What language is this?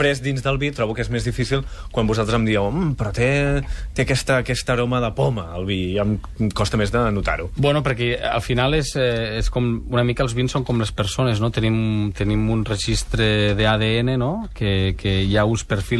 Catalan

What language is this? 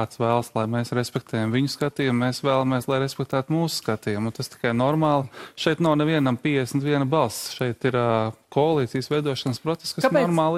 Latvian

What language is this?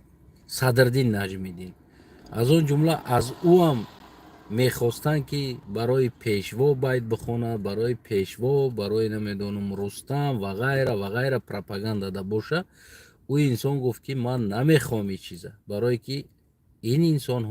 Tajik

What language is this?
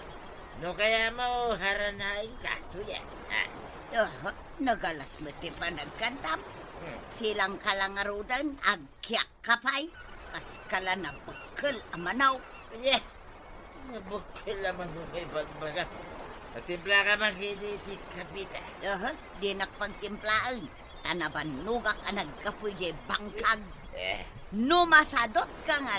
Iloko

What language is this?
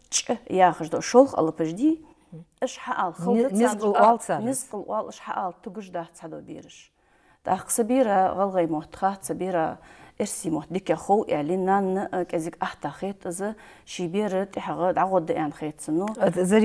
Ingush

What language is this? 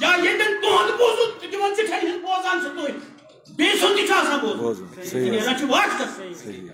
Kashmiri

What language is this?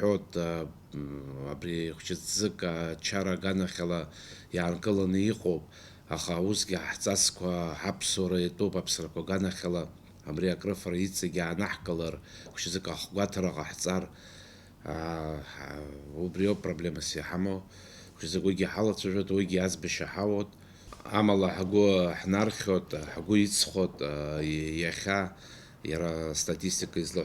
Abkhazian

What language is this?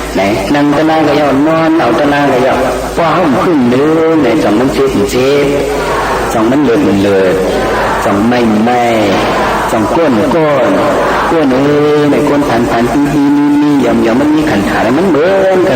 Shan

